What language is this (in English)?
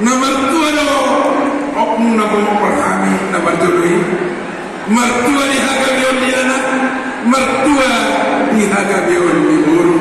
Batak Toba